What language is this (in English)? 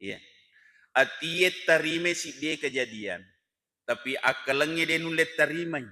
Buginese